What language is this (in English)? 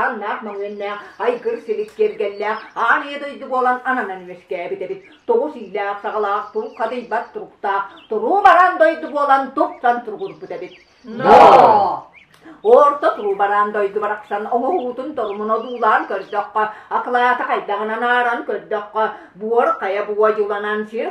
Yakut